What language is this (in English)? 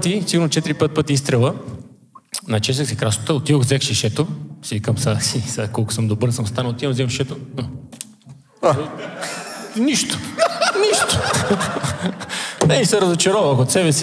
Bulgarian